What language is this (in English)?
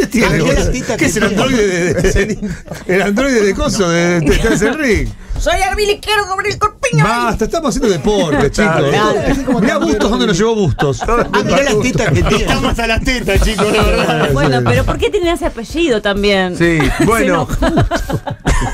Spanish